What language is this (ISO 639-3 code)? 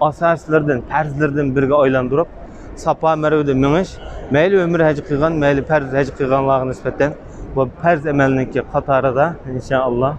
uig